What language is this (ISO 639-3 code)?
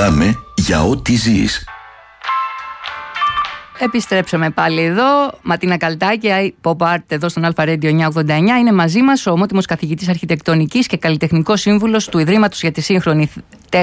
ell